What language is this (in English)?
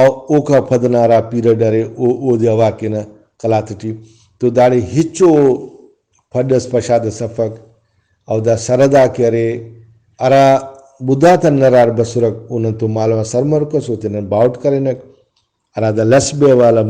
Brahui